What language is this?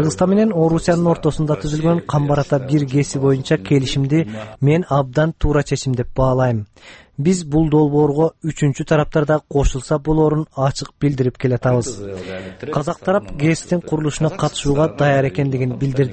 Kyrgyz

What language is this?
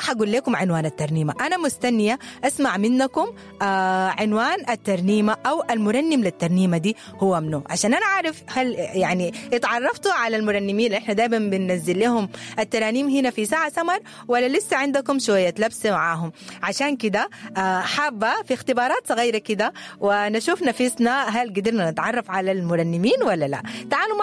Sudanese Arabic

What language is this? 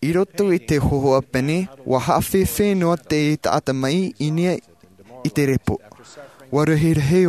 Tahitian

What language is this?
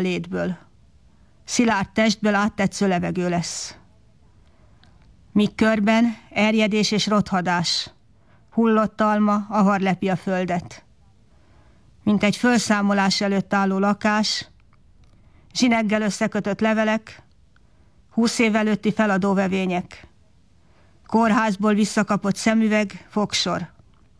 Hungarian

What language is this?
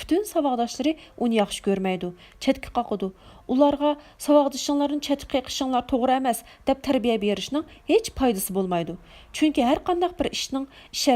Uyghur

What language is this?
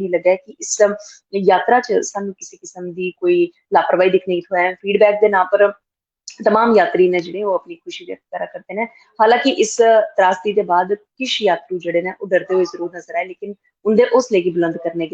Dogri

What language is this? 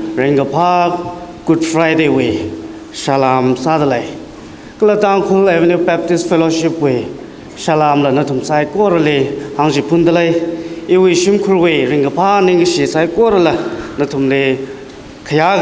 Tangkhul Naga (India)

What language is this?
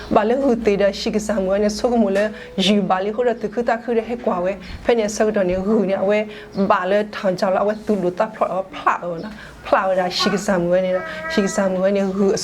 S'gaw Karen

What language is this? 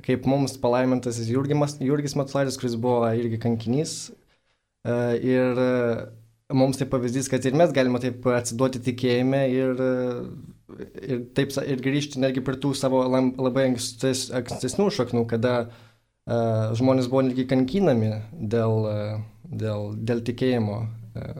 Lithuanian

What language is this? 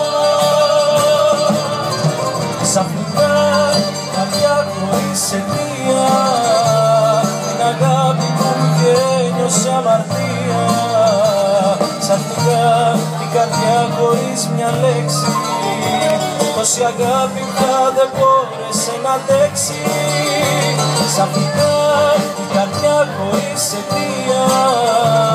Greek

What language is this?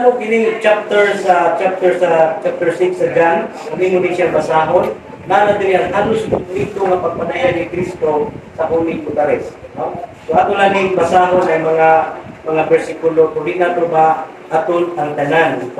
Cebuano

